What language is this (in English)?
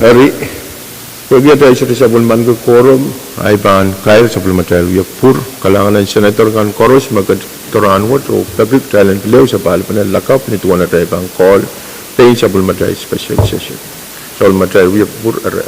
Pohnpeian